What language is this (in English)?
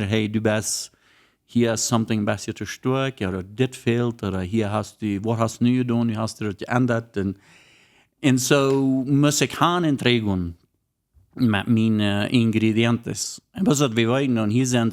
Plautdietsch